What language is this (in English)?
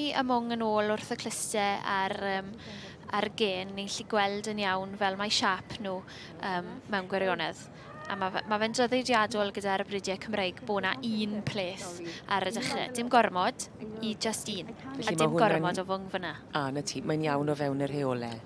Welsh